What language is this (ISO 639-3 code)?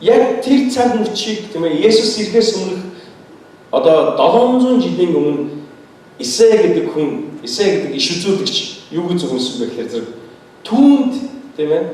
mon